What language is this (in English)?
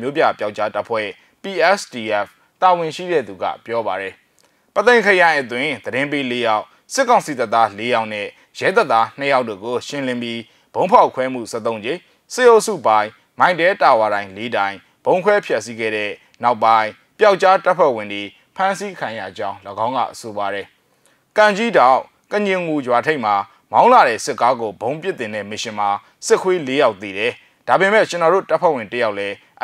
Burmese